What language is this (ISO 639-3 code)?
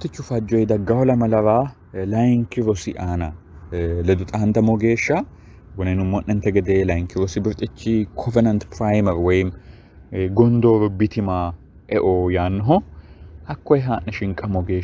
sid